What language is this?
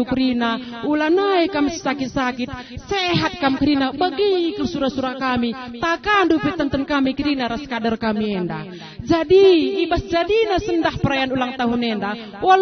Batak Karo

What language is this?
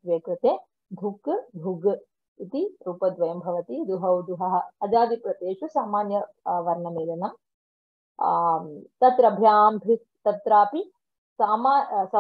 Sanskrit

